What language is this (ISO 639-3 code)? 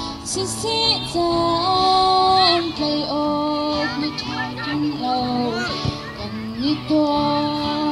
cnh